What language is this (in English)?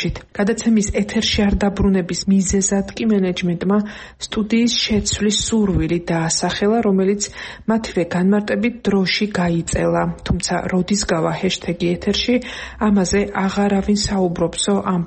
Georgian